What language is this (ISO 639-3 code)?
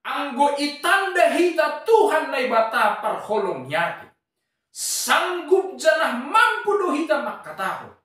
bts